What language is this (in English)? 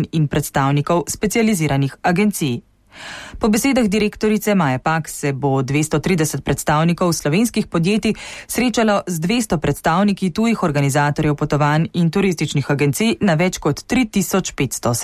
Slovenian